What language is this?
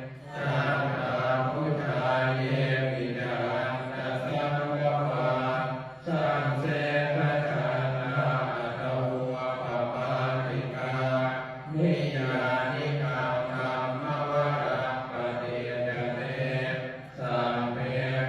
Pali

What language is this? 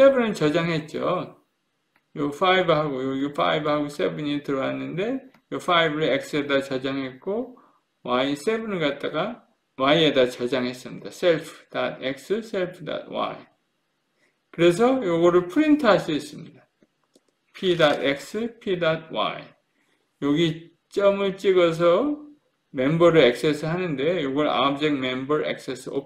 Korean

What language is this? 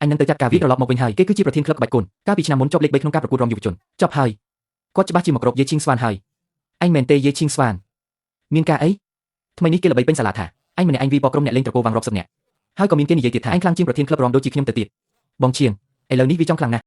Khmer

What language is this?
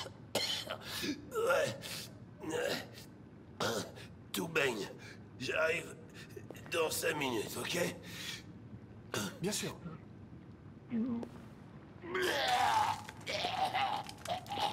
French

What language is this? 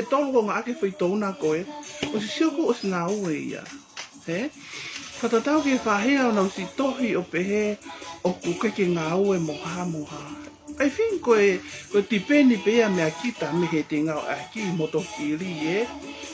Tongan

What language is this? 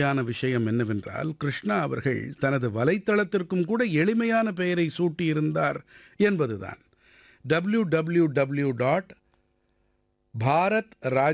Tamil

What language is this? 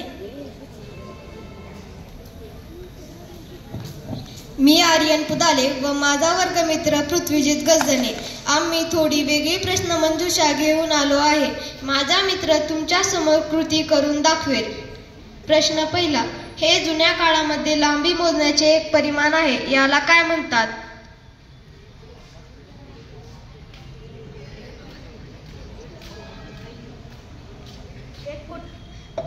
Marathi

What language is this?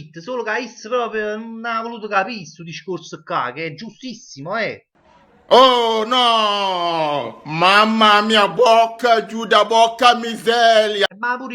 Neapolitan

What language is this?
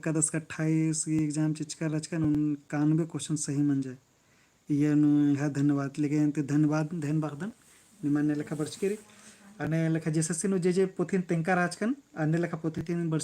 Kurukh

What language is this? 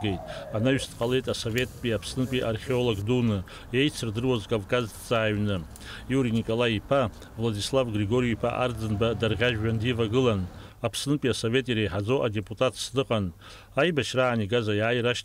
Abkhazian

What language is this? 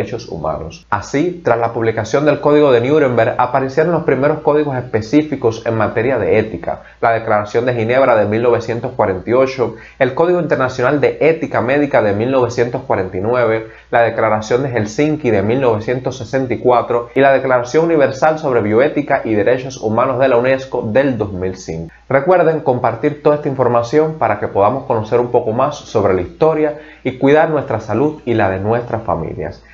Spanish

